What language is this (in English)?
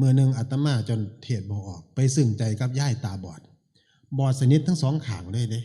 Northeastern Thai